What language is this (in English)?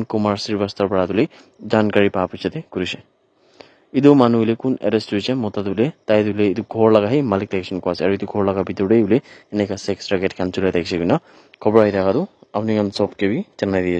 Naga Pidgin